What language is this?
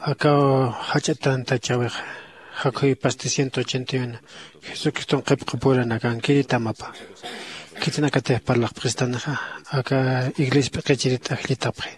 Aymara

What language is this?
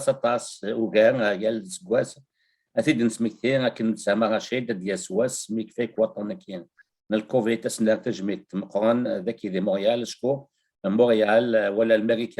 Kabyle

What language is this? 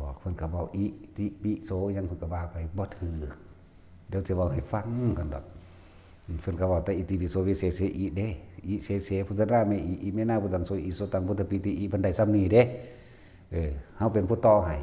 Northeastern Thai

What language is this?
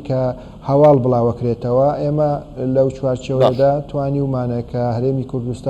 Central Kurdish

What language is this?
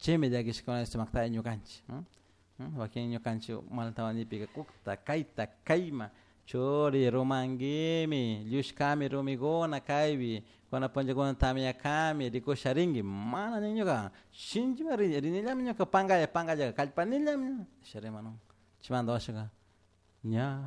Chimborazo Highland Quichua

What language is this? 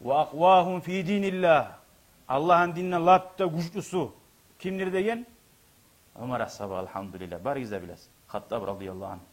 Kumyk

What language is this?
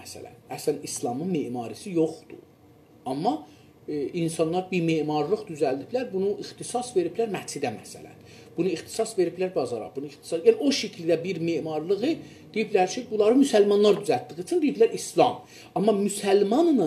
South Azerbaijani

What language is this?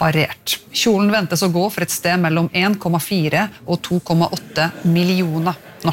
Norwegian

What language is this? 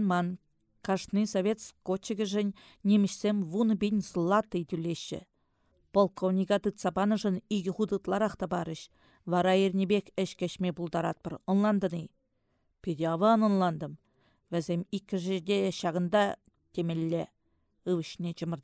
Chuvash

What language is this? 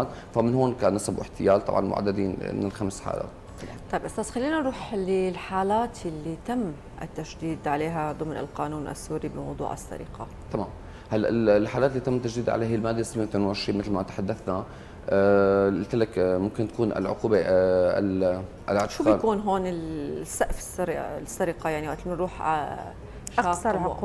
North Levantine Arabic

